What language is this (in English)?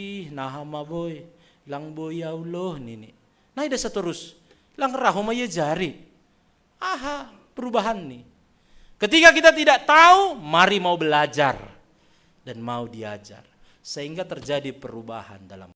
Batak Simalungun